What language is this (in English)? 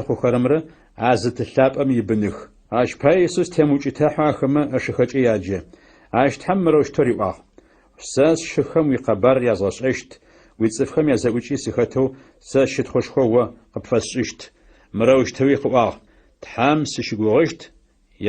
Adyghe